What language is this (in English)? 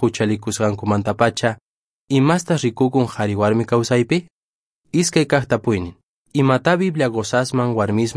Quechua